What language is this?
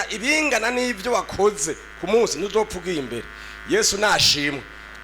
Rundi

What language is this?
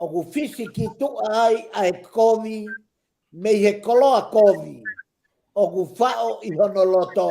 Tongan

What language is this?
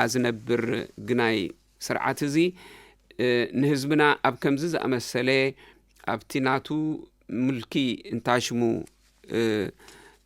Tigrinya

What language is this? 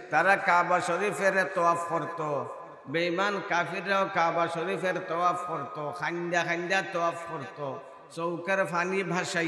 Sylheti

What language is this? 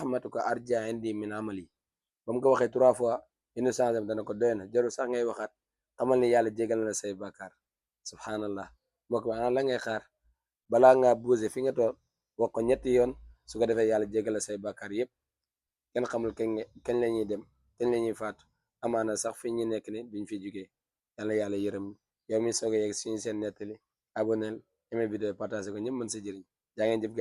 Wolof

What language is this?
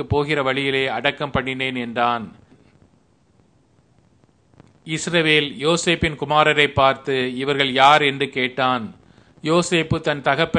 Tamil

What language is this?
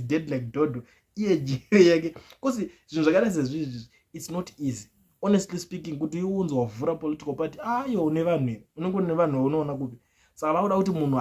Shona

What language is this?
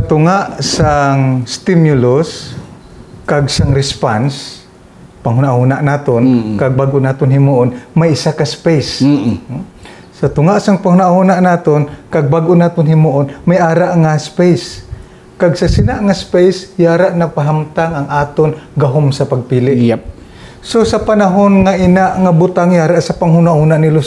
Hiligaynon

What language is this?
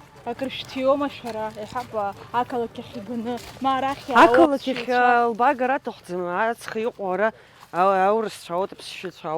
Abkhazian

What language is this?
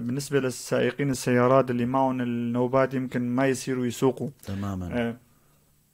North Levantine Arabic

